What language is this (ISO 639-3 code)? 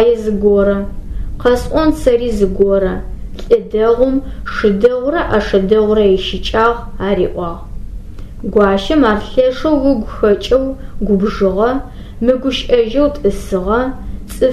ady